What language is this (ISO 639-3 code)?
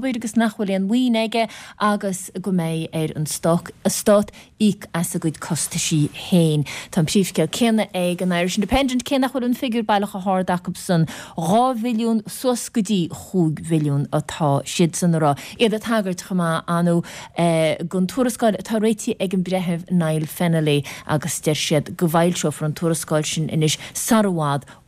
gle